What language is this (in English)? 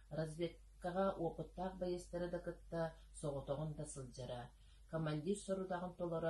Yakut